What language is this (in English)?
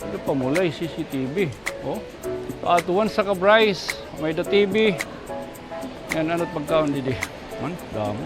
Waray